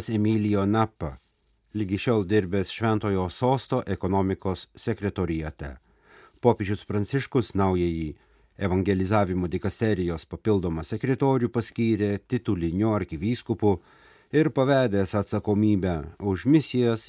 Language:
Lithuanian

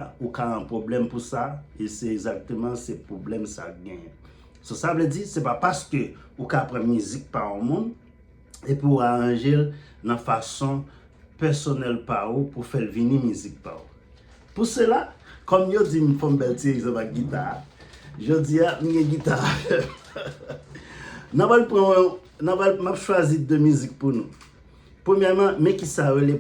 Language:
Haitian Creole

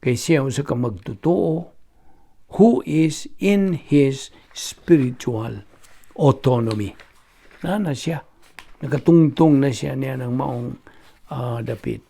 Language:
Cebuano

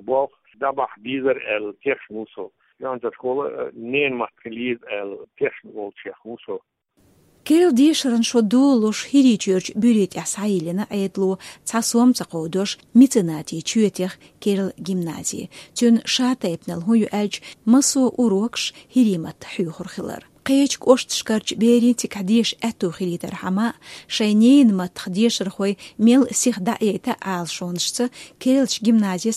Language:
Chechen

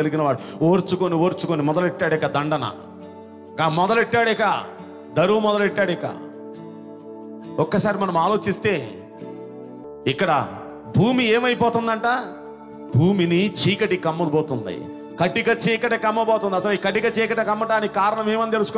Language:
Telugu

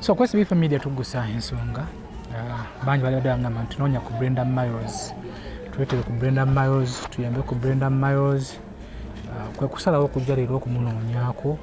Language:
Ganda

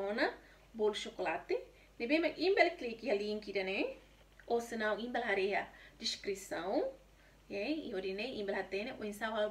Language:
Tetum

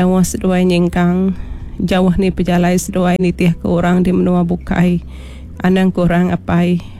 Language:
Iban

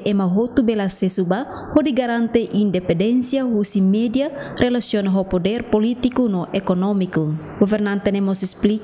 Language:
Tetum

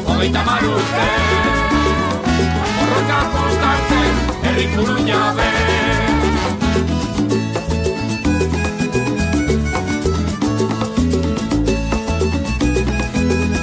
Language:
Basque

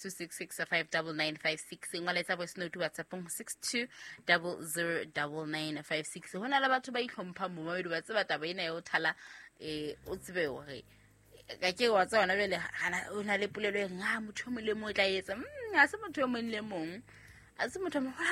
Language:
Southern Sotho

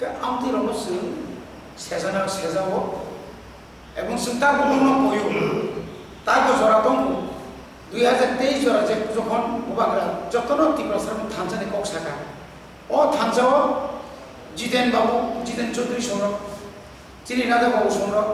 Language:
Kok Borok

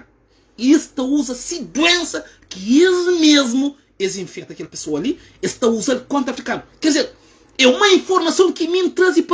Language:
Kabuverdianu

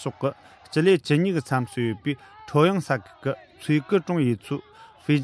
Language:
Tibetan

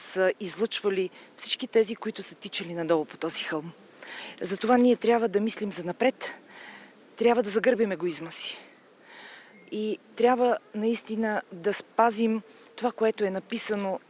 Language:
Bulgarian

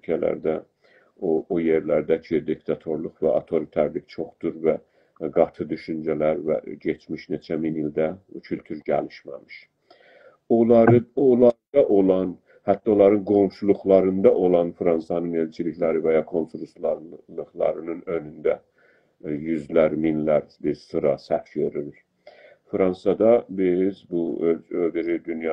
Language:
South Azerbaijani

